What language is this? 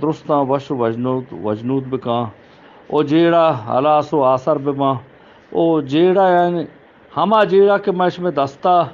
Eastern Balochi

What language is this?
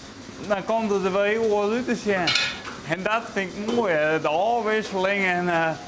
Western Frisian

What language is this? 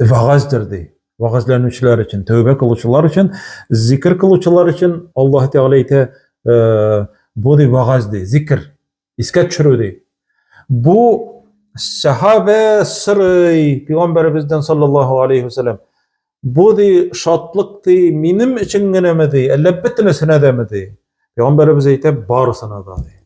Tatar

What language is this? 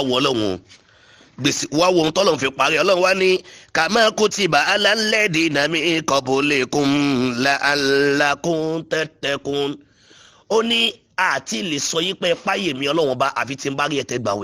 Yoruba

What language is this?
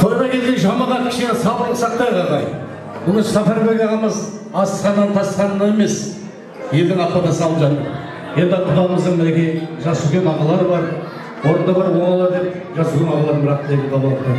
Kara-Kalpak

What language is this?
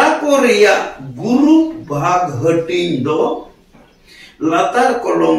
Santali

